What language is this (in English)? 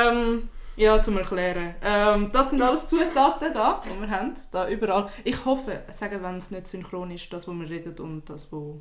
Swiss German